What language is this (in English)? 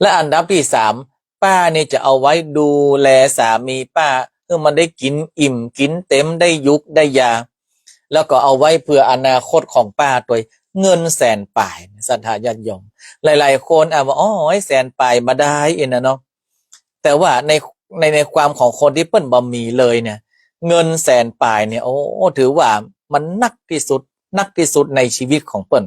Northern Thai